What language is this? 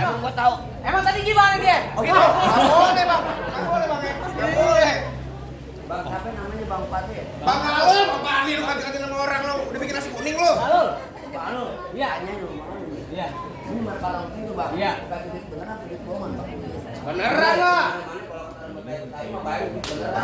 Betawi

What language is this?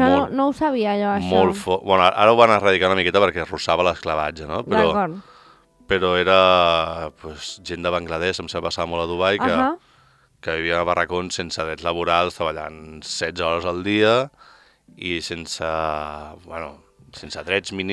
Catalan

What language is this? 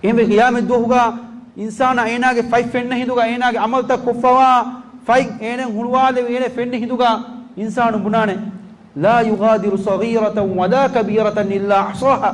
Divehi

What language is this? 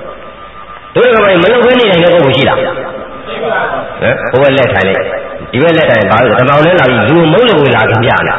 Burmese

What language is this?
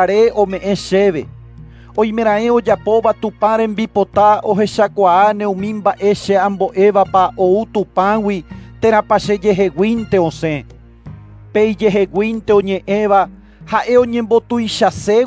Guarani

